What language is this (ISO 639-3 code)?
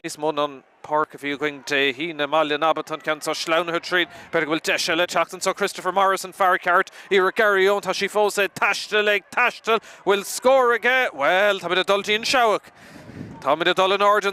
gle